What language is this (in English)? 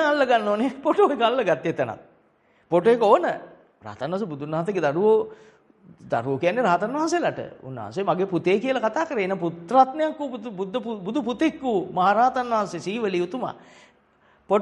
Sinhala